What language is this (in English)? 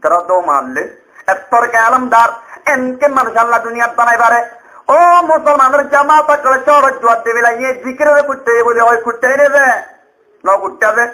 Rohingya